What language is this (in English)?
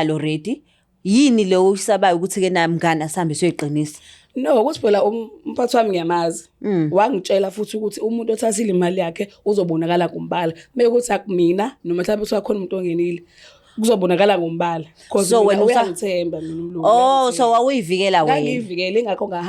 Zulu